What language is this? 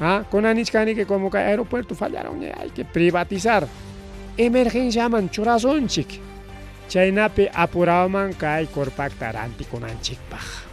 Ayacucho Quechua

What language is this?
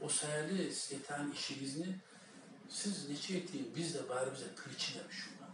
Kumyk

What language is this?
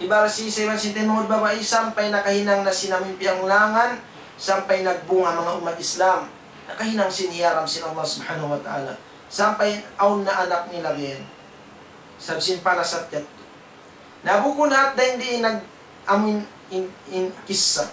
Tausug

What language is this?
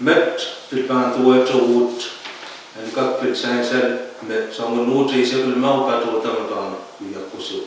Pohnpeian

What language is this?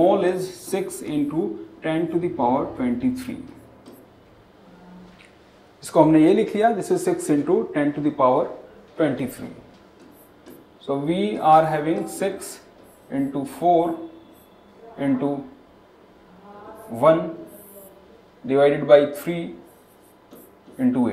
Hindi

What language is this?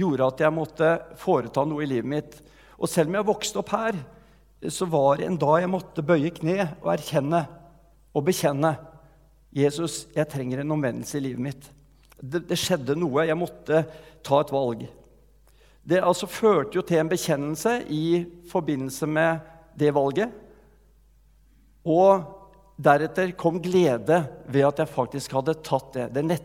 Norwegian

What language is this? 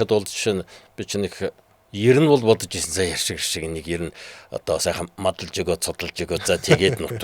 Mongolian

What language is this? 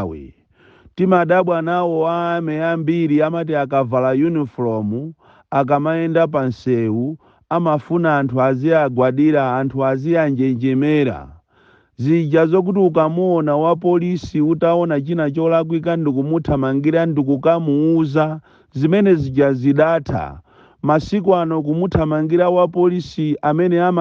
Nyanja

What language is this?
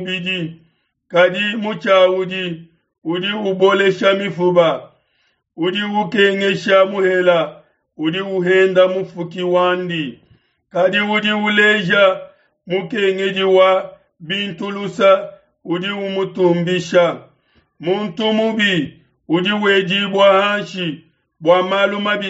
Luba-Lulua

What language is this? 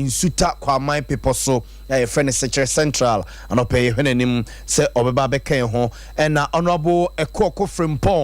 Akan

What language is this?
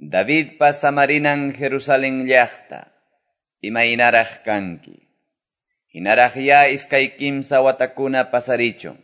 Quechua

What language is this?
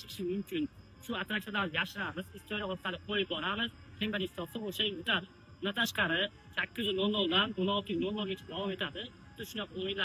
Uzbek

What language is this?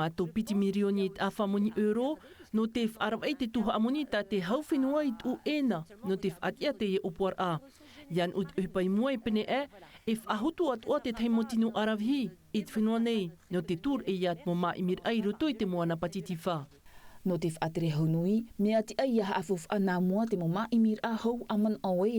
Tahitian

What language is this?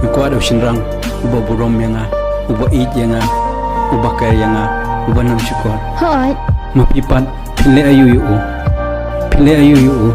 Khasi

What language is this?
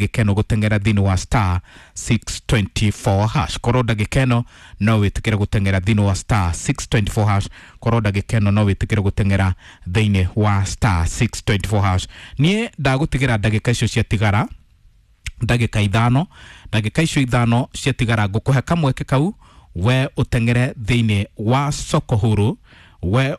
Kikuyu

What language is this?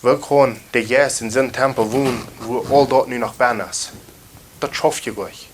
Plautdietsch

